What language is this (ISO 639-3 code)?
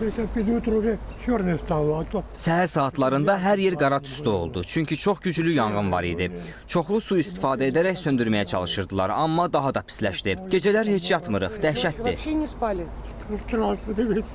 aze